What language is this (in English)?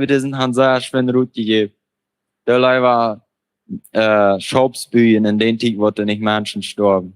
Plautdietsch